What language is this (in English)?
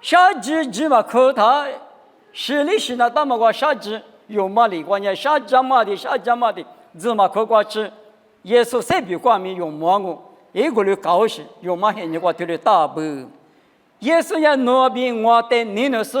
Lisu